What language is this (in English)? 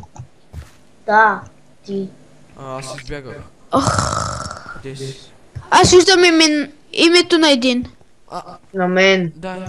Bulgarian